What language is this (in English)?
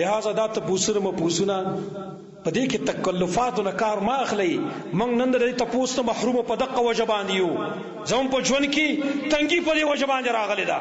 Pashto